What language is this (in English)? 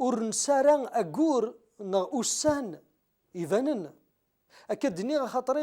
Kabyle